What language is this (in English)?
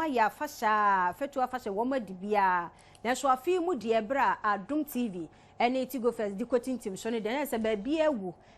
Akan